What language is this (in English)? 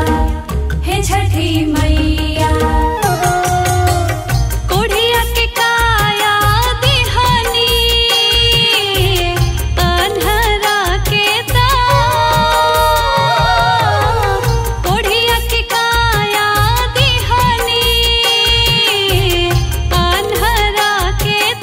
Bhojpuri